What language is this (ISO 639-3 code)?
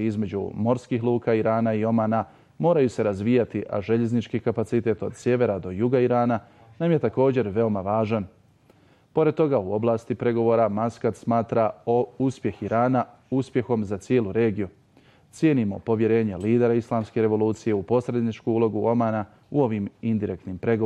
bos